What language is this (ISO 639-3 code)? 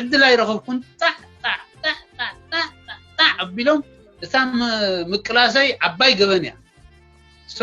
tir